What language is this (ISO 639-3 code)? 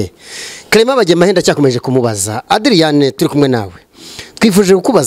kin